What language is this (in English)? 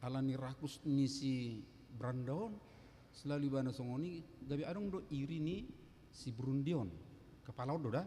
Batak Toba